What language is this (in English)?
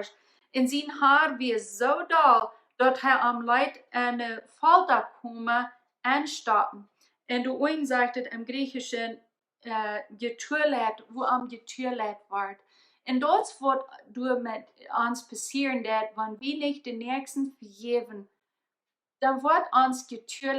Plautdietsch